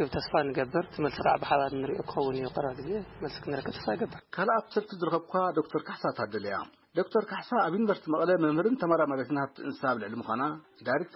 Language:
Tigrinya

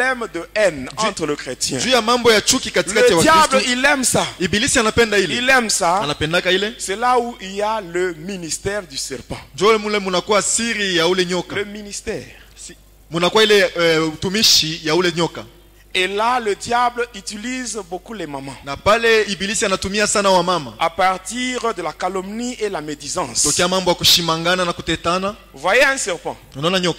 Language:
Swahili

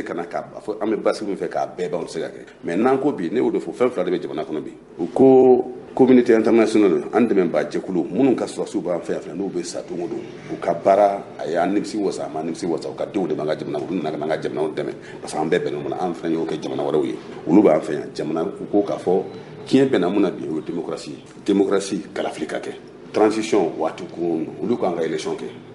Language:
Bambara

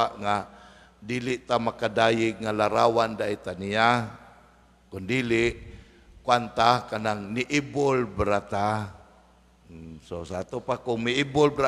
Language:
Cebuano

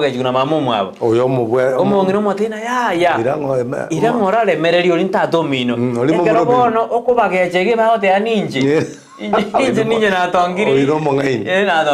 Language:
Gusii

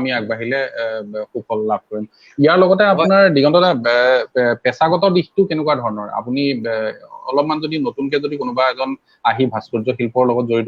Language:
Assamese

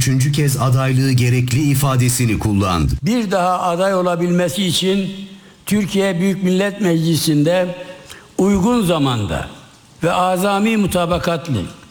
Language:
Turkish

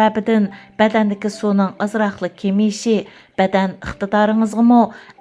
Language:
Uyghur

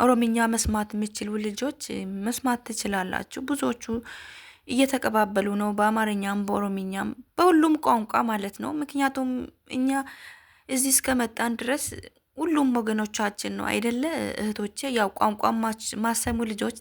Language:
Amharic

